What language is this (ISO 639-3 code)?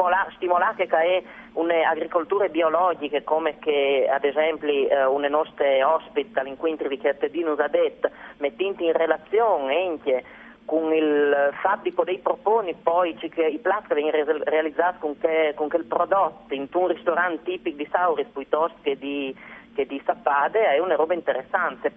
fur